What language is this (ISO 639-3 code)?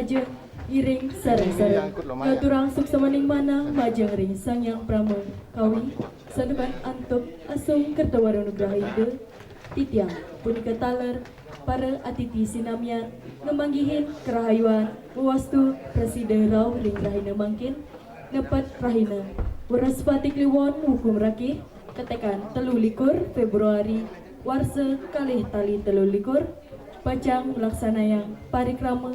ban